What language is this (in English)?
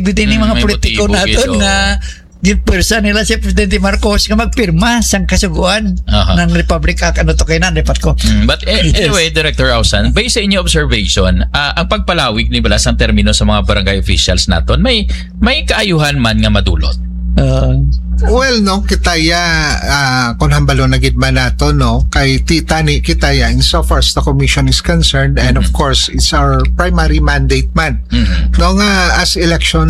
Hiligaynon